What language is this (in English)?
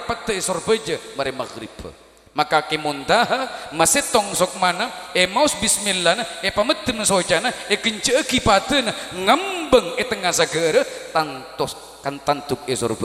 Madurese